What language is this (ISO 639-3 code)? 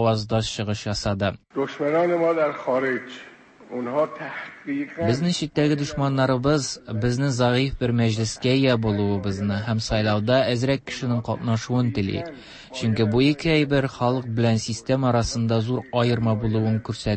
tat